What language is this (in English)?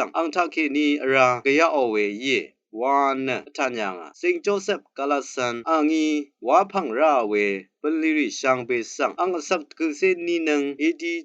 Rawang